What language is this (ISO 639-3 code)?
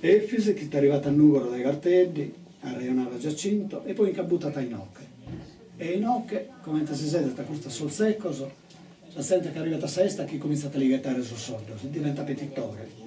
srd